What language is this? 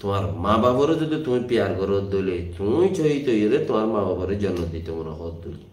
Rohingya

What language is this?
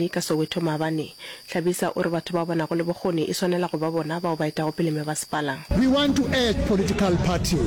Northern Sotho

